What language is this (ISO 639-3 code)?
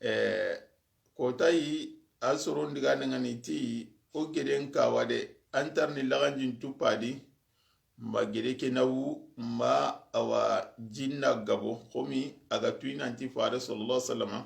snk